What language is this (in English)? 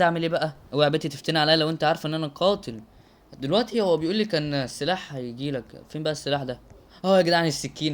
Egyptian Arabic